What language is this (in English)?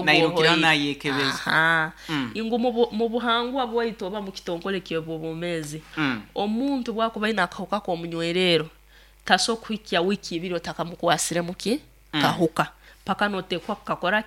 Nyankole